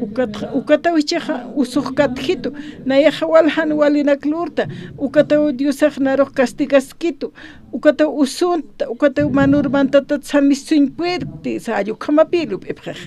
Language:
Aymara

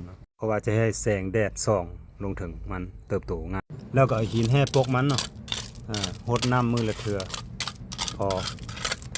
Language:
Lao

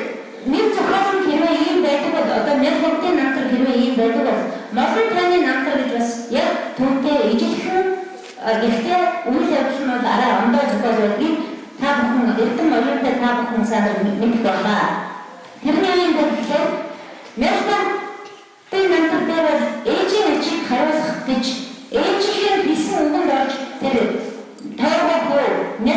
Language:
Mongolian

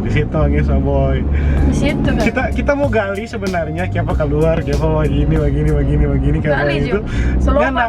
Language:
Manado Malay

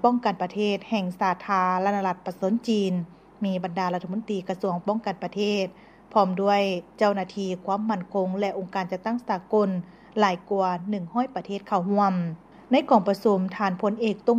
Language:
Lao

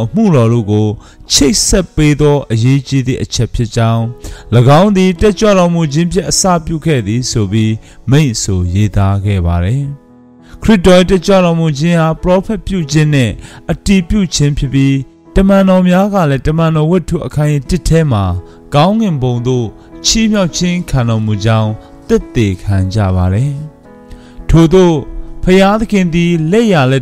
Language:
Burmese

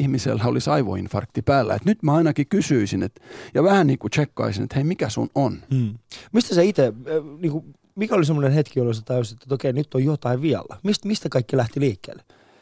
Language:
Finnish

